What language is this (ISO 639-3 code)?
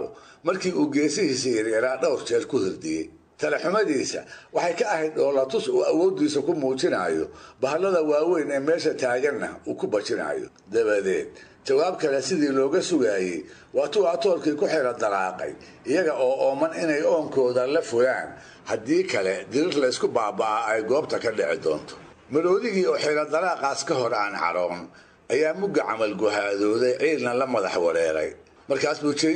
som